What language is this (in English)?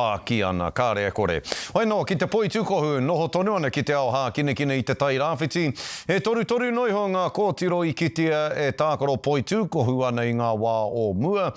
Māori